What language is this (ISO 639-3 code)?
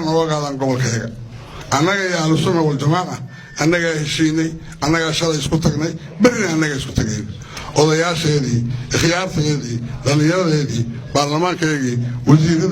som